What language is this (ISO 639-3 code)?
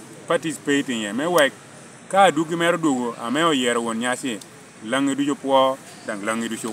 laj